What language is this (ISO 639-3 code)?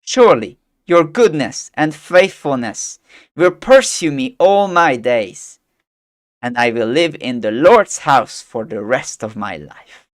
eng